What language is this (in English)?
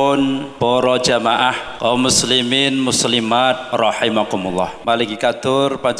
Javanese